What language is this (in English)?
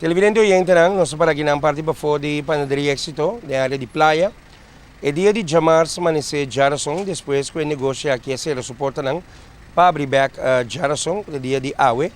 Papiamento